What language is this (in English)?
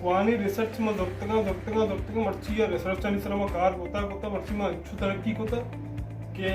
Baluchi